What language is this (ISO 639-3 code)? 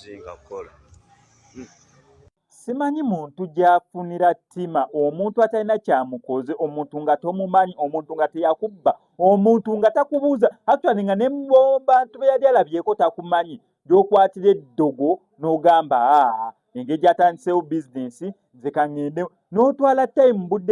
lug